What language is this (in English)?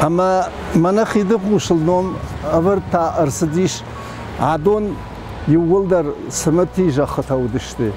Ossetic